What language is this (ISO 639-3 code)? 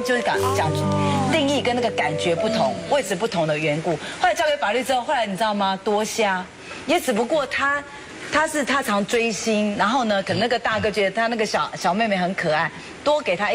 zho